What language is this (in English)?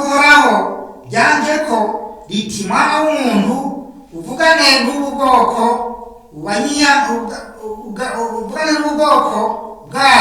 Rundi